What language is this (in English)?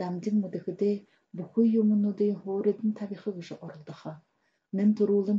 Buriat